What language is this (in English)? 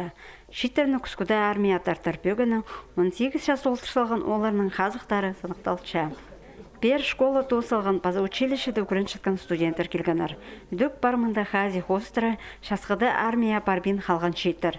Khakas